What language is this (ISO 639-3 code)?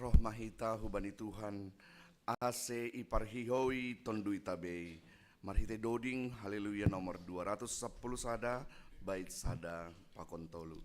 bts